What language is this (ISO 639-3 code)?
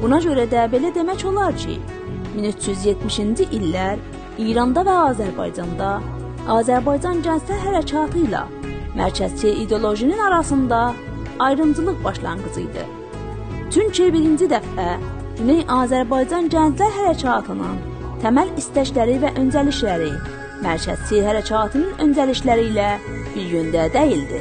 azb